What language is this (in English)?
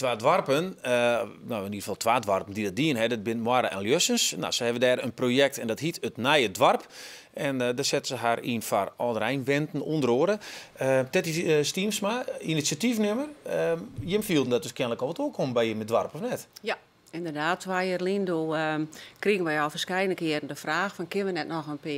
Western Frisian